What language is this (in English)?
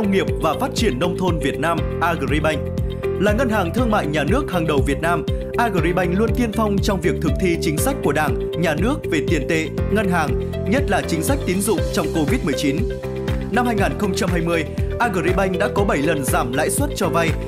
Vietnamese